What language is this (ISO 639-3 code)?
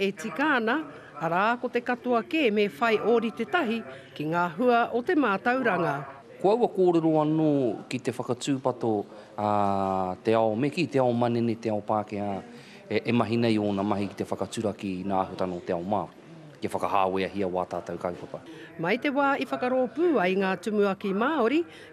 mri